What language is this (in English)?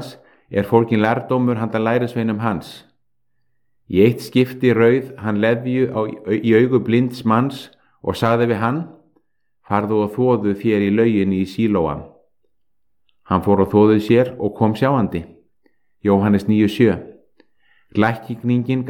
Icelandic